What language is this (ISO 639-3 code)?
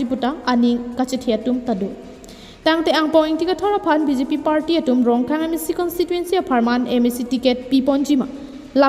mjw